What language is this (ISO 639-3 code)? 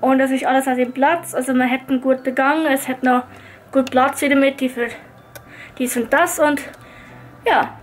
gsw